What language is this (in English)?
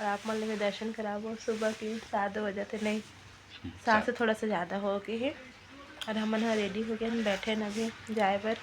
Chhattisgarhi